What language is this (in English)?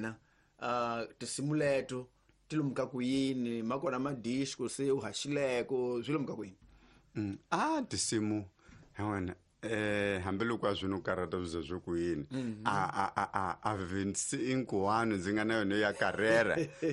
Tsonga